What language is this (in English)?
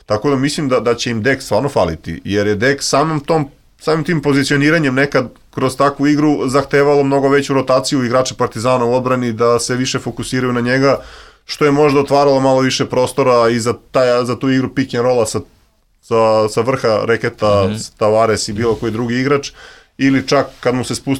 Serbian